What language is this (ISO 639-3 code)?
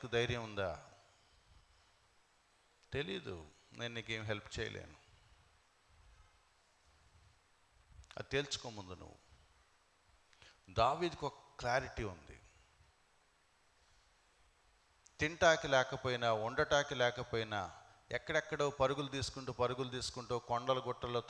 tel